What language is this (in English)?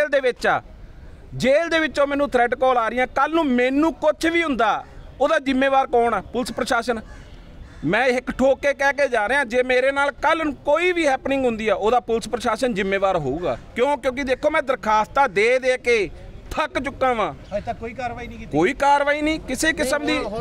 Punjabi